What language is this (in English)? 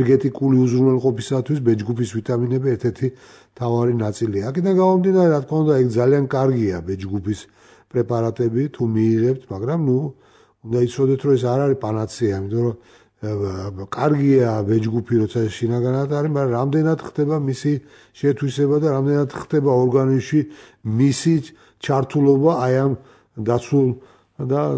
Georgian